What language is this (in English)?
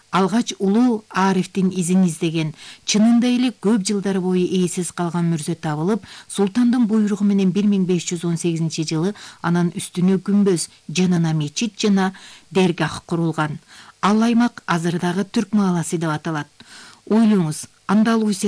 Kyrgyz